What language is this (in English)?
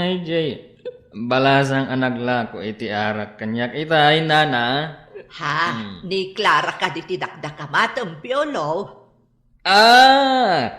Iloko